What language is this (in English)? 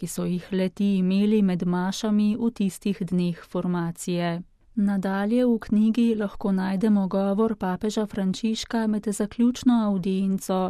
Slovenian